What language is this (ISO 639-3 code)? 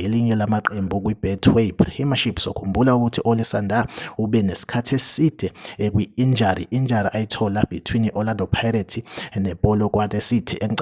zul